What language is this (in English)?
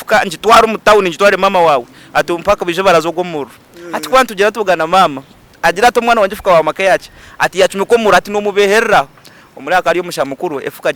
Nyankole